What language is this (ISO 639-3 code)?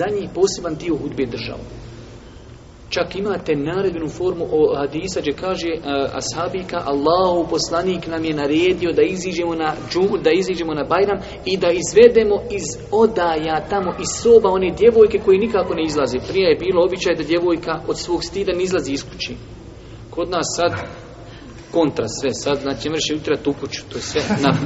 bos